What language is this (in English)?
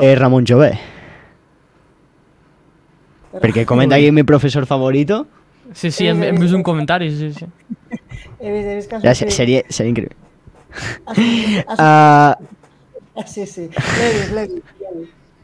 Catalan